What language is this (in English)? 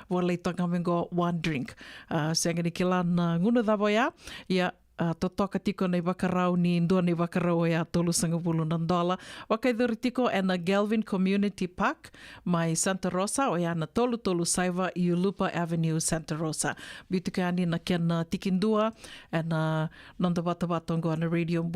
Fijian